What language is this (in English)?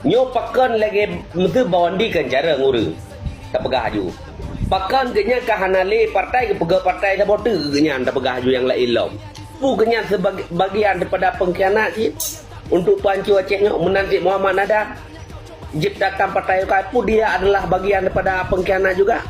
Achinese